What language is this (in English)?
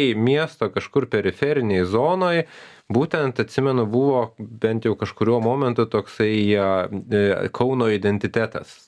Lithuanian